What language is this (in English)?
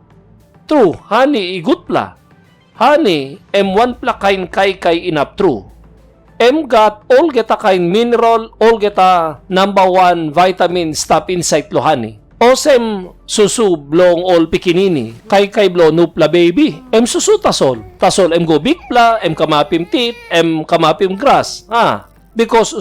Tok Pisin